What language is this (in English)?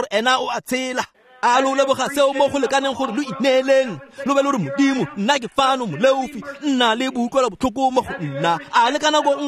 Tswana